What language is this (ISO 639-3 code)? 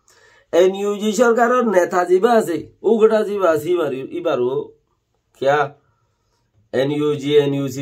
rhg